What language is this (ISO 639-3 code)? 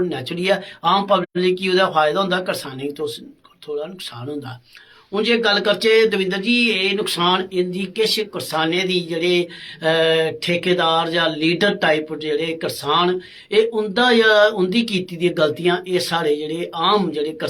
doi